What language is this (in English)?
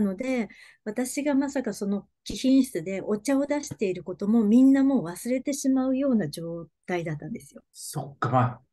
Japanese